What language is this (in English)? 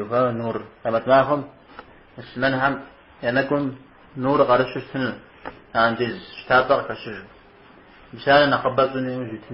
Kabardian